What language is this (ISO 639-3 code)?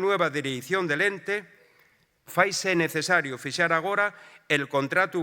ast